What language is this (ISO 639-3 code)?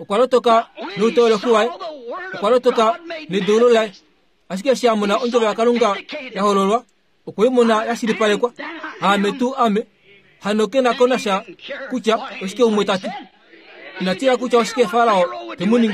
kua